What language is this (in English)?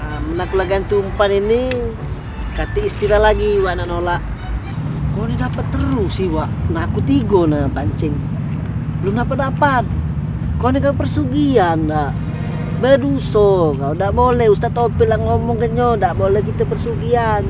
Musi